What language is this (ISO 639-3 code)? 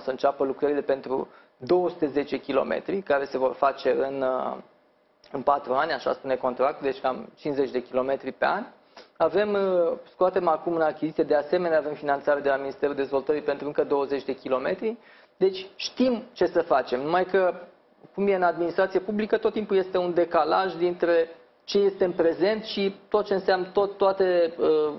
ron